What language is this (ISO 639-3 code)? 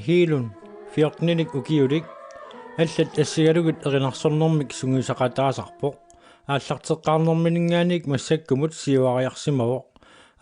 kal